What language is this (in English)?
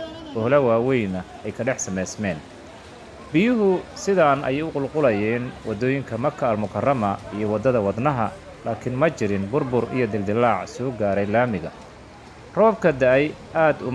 Somali